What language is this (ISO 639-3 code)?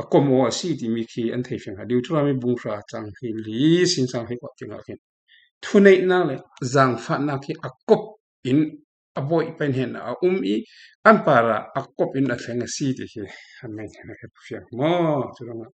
cfm